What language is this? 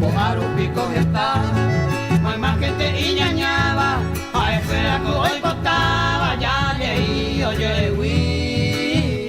Guarani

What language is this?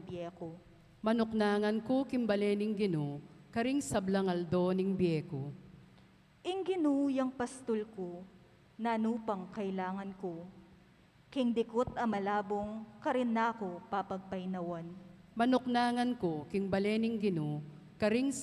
Pampanga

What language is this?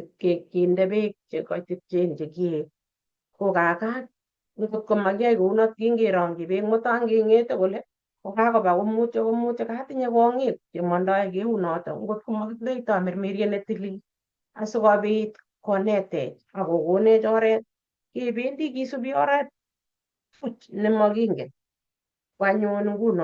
Kalenjin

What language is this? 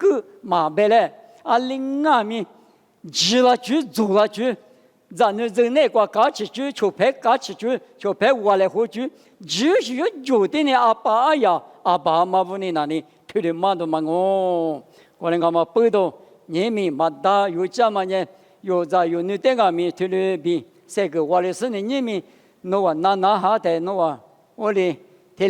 Lisu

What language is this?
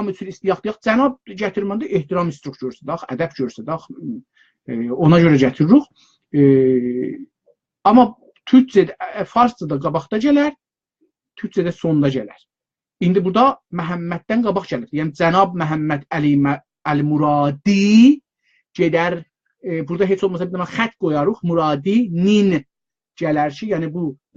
South Azerbaijani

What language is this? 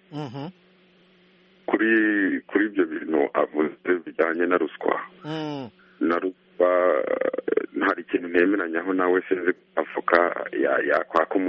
Kinyarwanda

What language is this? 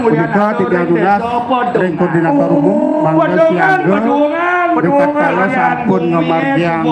Balinese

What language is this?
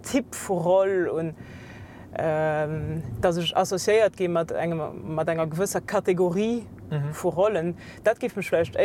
Luxembourgish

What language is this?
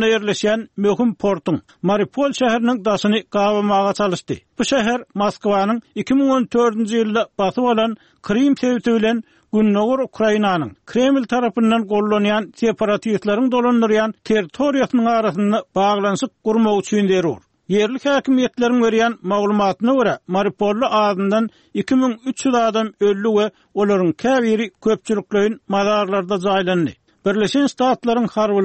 Turkmen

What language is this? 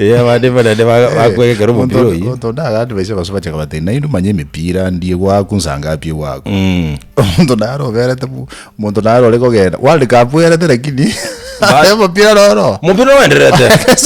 Gusii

